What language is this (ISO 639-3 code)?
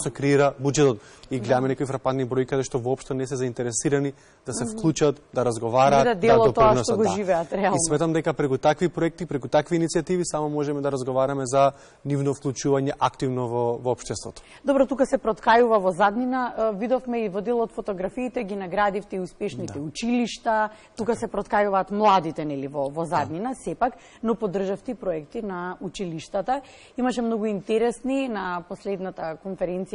mkd